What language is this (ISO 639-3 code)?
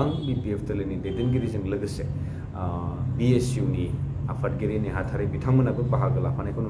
brx